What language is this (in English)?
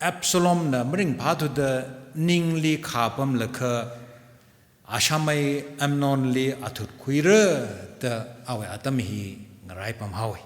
Tangkhul Naga (India)